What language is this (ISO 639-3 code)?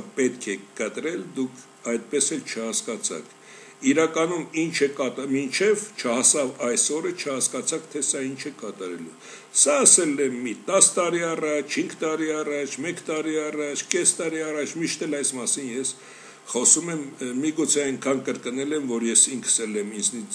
hye